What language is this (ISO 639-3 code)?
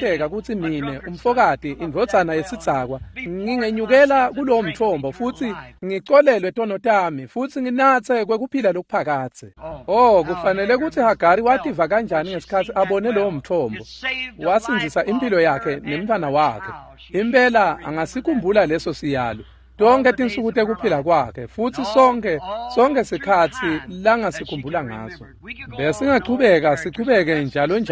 ssw